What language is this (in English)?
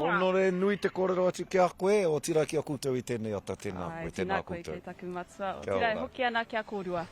Māori